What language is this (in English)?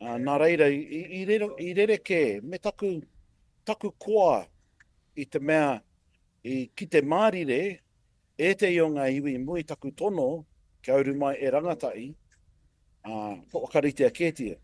Māori